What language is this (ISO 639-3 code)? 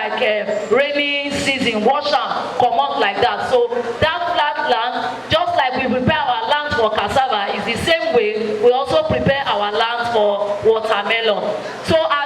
pcm